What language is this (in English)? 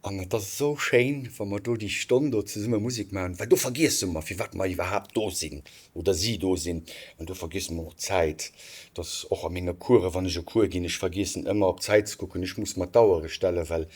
Luxembourgish